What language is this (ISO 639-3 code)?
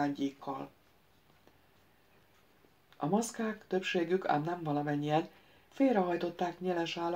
hun